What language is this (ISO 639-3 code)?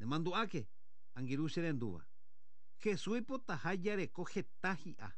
grn